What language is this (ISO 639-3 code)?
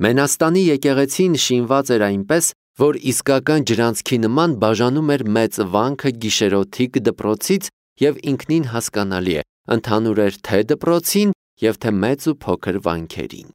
hye